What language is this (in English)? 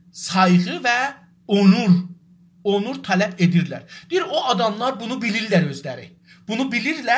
South Azerbaijani